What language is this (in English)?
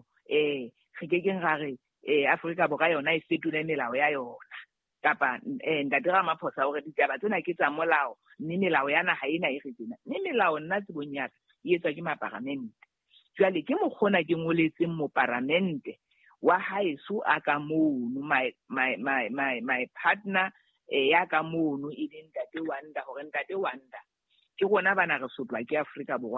Southern Sotho